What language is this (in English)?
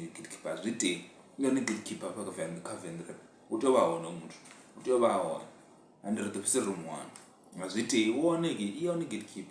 Venda